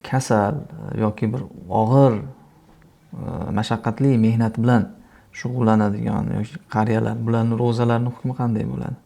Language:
Uzbek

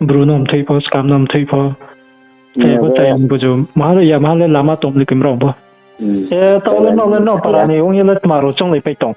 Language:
Riang (India)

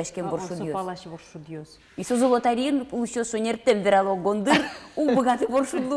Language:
Udmurt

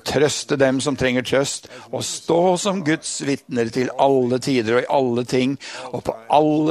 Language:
Norwegian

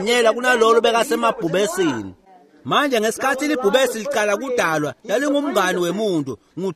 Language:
Swati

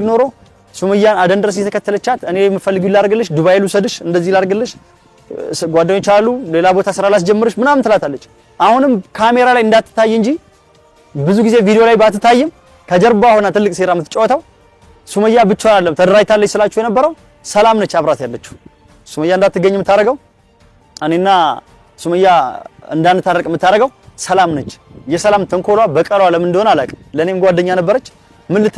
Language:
Amharic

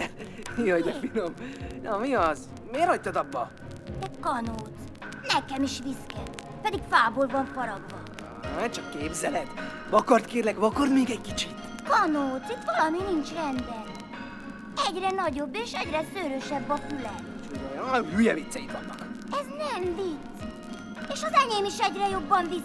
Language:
Hungarian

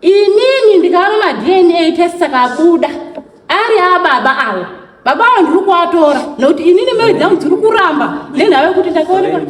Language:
Shona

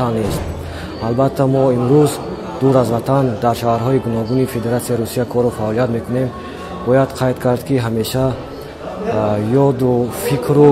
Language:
Tajik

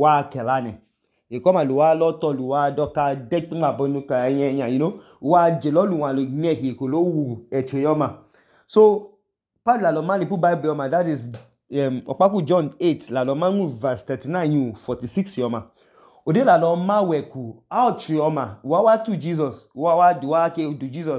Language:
Idoma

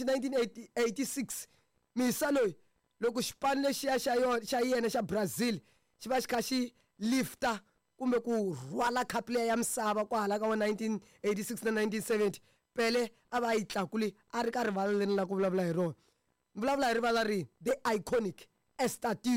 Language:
Tsonga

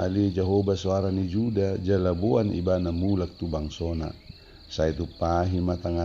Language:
Batak Toba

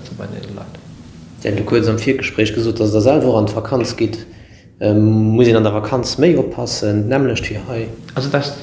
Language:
Luxembourgish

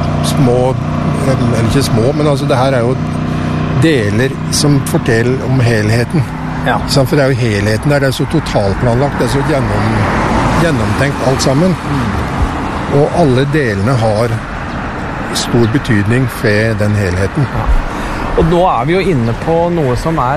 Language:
Norwegian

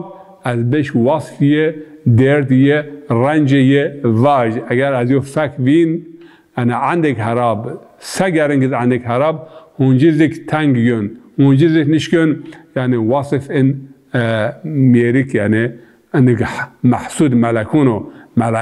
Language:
Zaza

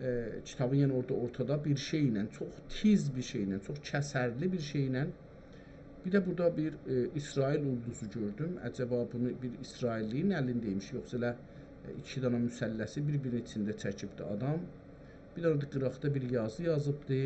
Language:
South Azerbaijani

